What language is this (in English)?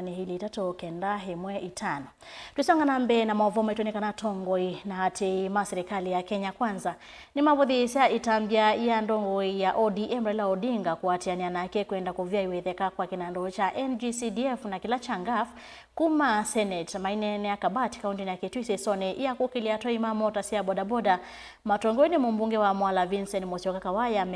Kamba